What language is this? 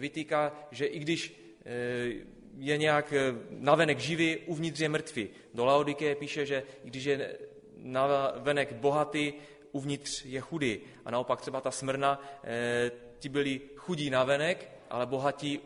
Czech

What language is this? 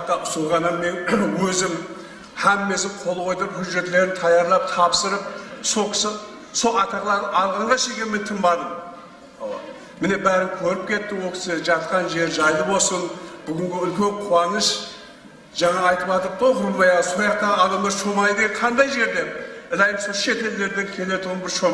Kara-Kalpak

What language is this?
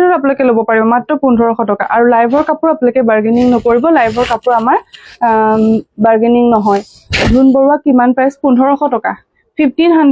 Assamese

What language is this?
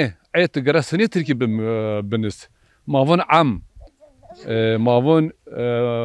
Zaza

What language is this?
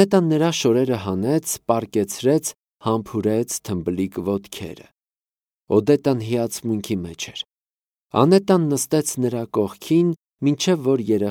Armenian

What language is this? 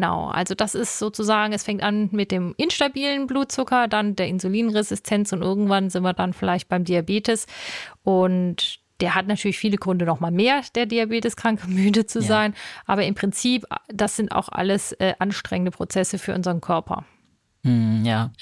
German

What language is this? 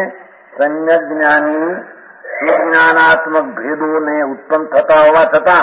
Gujarati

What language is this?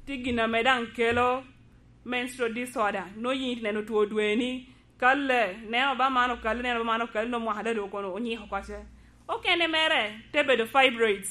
Lango (Uganda)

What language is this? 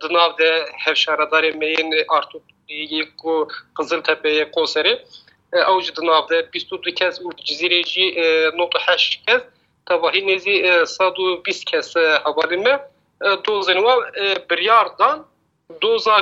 Kurdish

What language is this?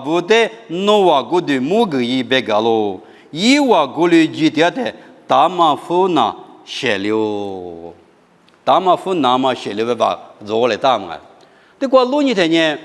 Lisu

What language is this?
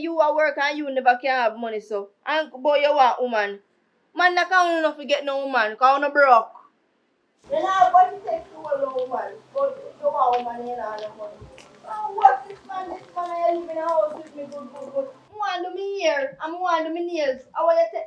Jamaican Creole English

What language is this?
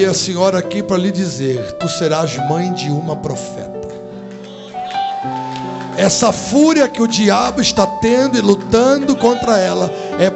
Portuguese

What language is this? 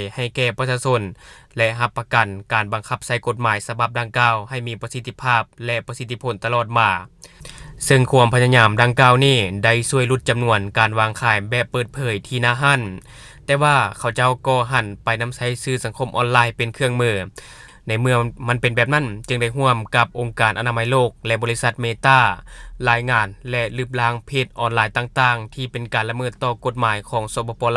Lao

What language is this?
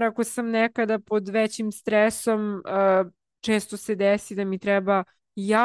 Serbian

